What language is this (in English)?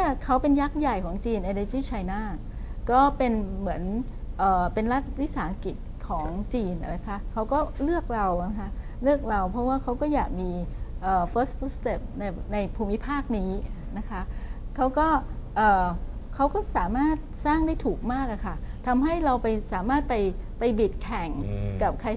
Thai